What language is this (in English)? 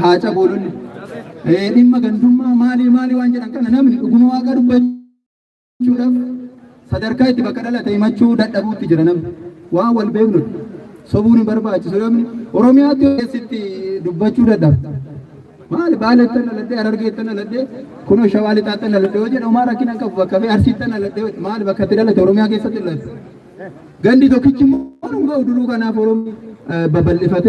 Oromo